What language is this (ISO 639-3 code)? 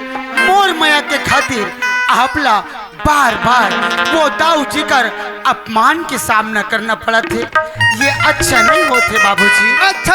hne